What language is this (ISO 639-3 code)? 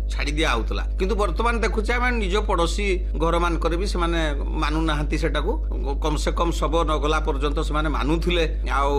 ori